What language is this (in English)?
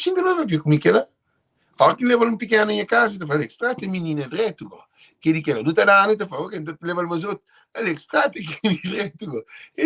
Kabuverdianu